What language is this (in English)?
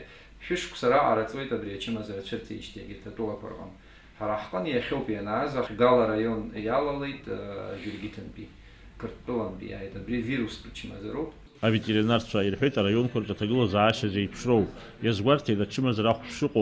Abkhazian